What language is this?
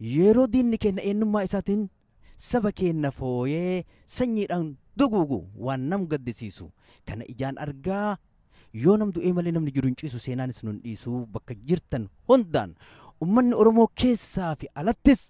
Oromo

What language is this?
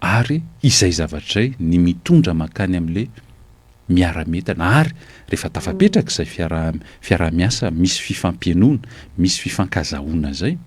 Malagasy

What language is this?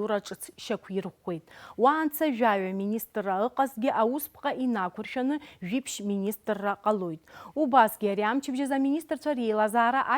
Abkhazian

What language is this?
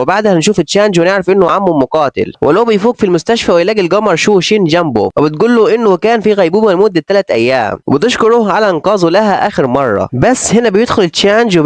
Egyptian Arabic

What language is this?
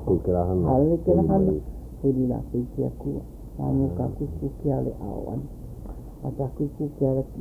Hawaiian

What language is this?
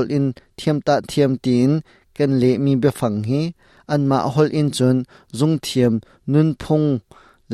Hakha Chin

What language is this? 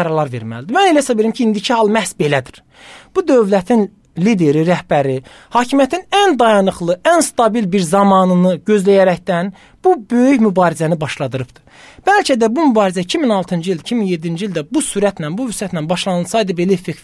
Azerbaijani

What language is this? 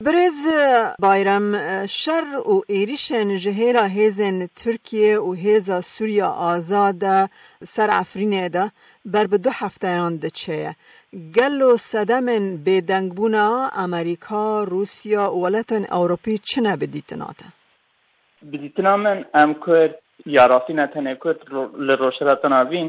Kurdish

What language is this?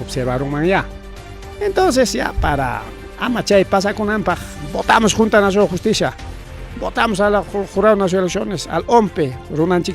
Ayacucho Quechua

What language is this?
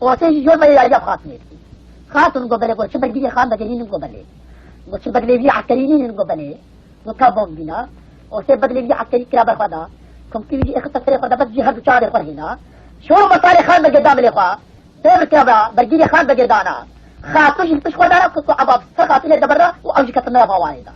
Kurdish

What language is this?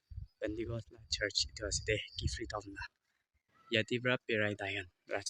Naga Pidgin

